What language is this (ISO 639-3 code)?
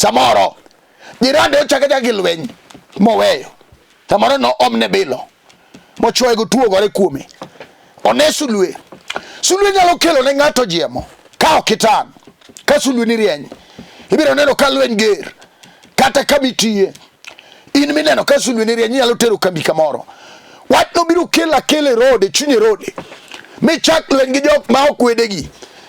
luo